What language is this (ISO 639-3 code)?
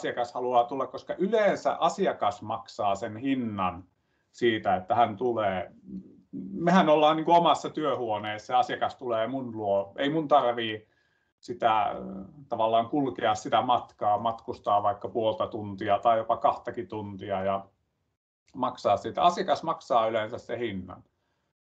fin